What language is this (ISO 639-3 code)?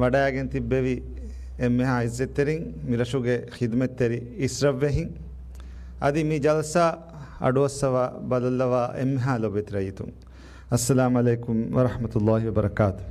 div